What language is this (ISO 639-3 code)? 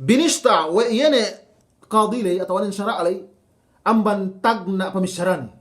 yka